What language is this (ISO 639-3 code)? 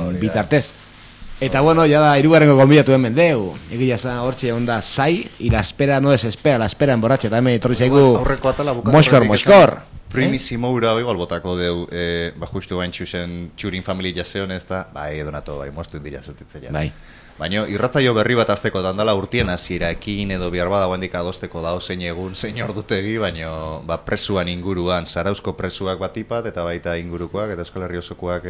eus